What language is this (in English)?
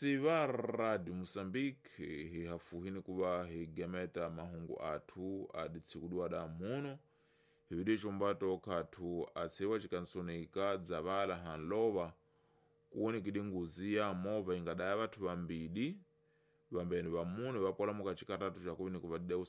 Tsonga